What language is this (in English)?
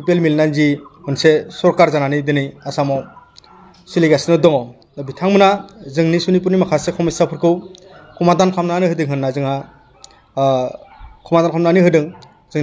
Bodo